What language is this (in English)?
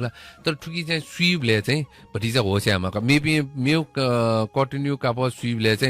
Newari